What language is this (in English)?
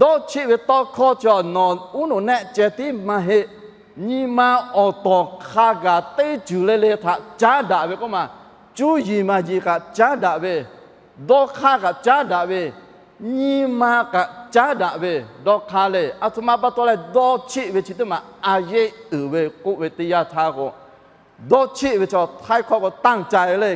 Lahu